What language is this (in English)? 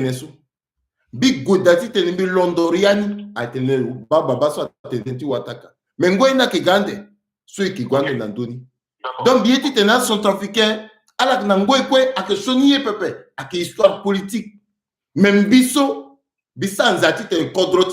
Sango